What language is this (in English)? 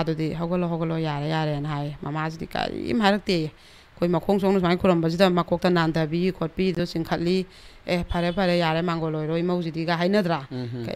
Manipuri